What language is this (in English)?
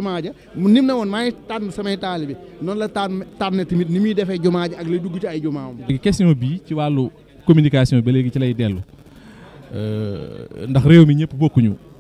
Wolof